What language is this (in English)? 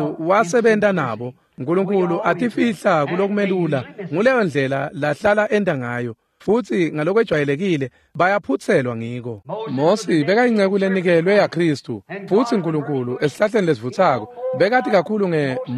Swati